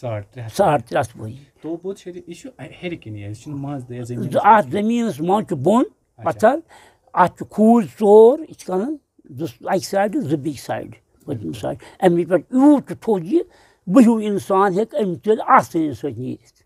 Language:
Kashmiri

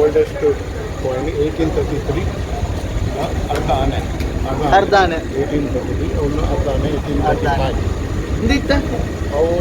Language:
Tulu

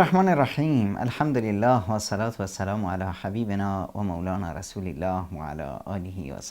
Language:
Persian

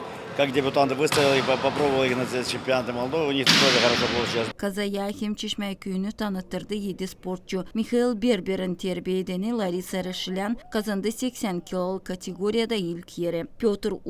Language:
Gagauz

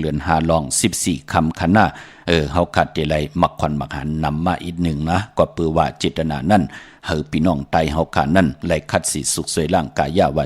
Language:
Shan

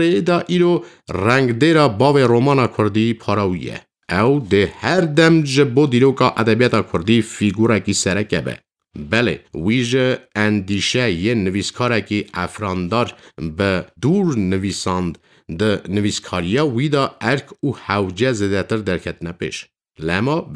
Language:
Kurdish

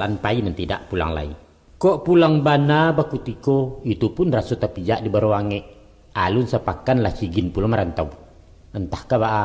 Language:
Minangkabau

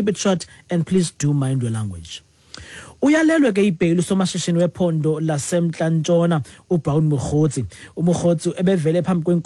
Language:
Xhosa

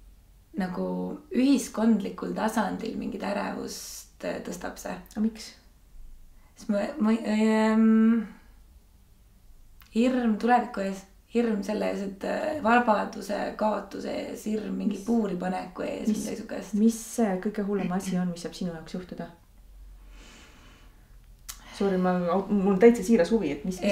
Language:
Estonian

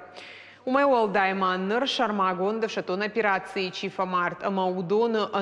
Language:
Ossetic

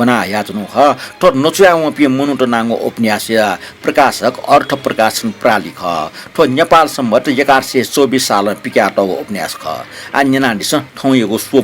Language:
Newari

